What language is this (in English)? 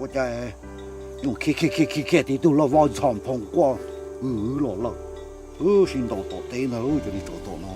Hmong